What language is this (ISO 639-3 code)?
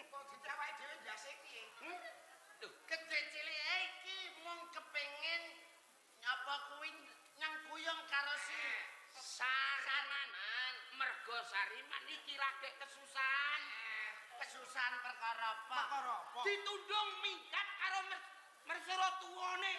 jav